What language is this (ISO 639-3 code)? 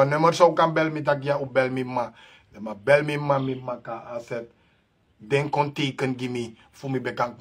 srn